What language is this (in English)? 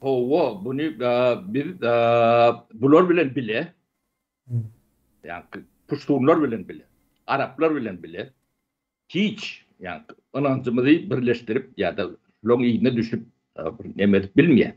Turkmen